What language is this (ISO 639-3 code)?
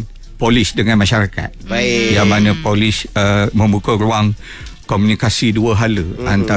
msa